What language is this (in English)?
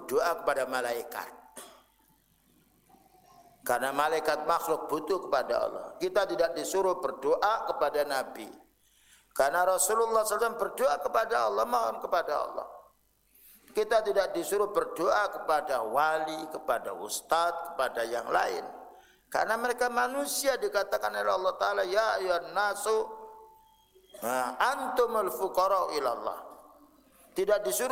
Indonesian